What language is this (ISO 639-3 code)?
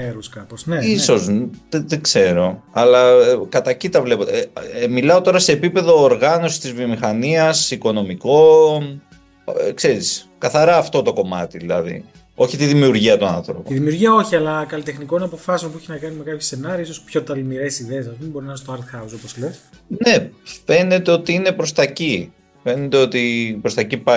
ell